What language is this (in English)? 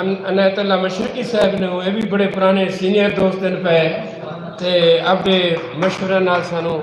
Saraiki